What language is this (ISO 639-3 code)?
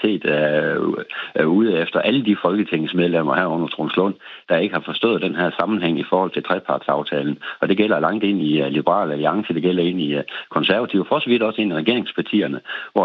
dan